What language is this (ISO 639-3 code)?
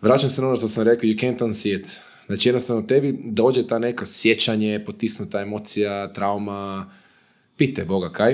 hrv